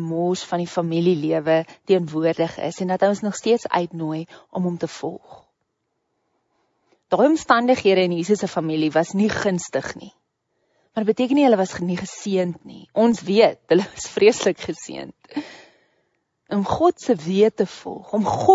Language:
Afrikaans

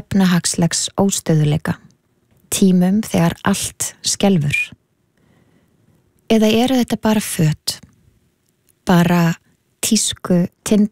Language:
Icelandic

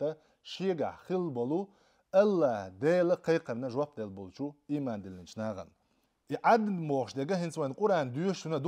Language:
Chechen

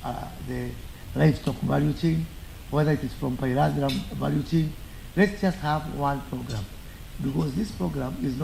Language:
Kamba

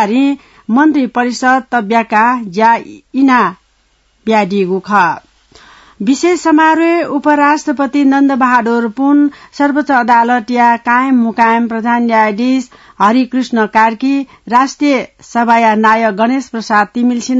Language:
Newari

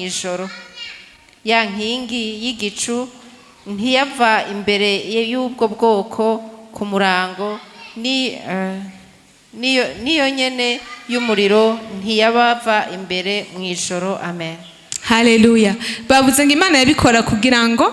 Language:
Rundi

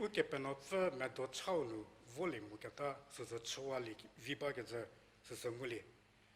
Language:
Angami Naga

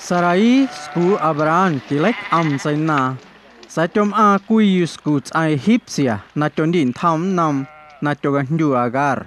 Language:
Guerrero Amuzgo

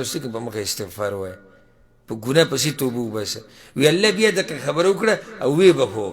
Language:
Pashto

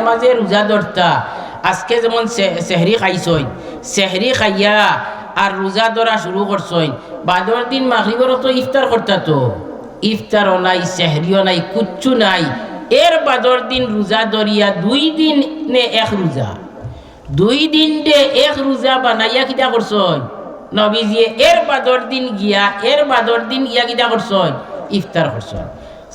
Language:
Sylheti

